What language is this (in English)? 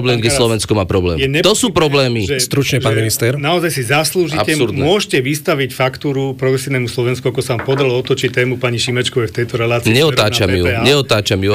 Slovak